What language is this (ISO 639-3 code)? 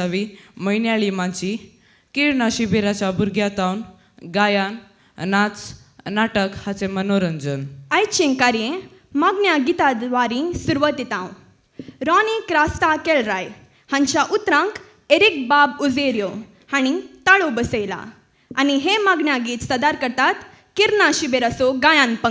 kok